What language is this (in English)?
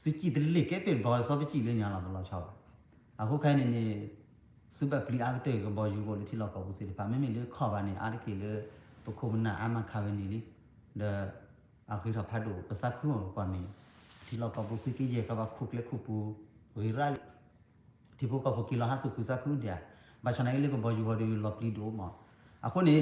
S'gaw Karen